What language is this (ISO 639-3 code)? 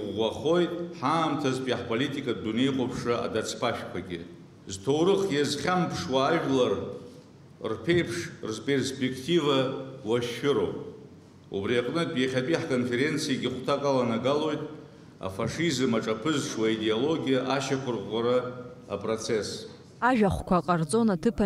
abk